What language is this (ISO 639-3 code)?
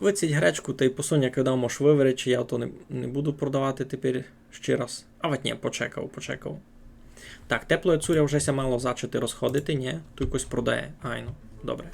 rue